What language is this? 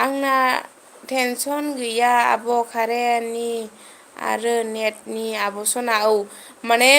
Bodo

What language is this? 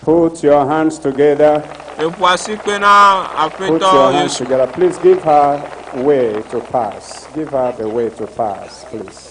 Ewe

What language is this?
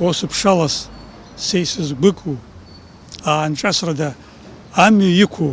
Abkhazian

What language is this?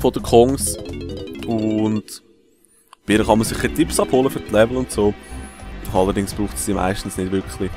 Swiss German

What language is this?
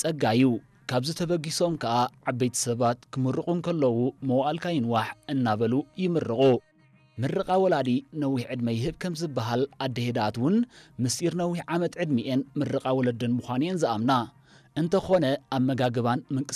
Tigrinya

